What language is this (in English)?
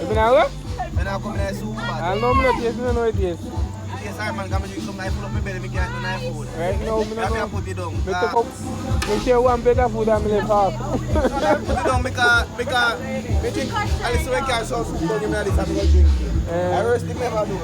Jamaican Creole English